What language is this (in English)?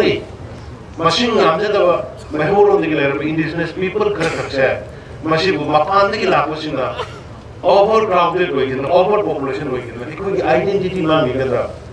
Manipuri